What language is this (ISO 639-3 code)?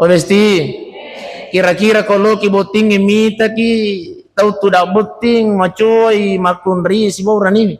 bug